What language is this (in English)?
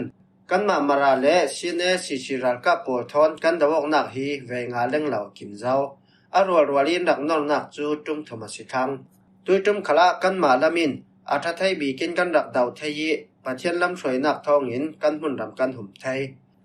Falam Chin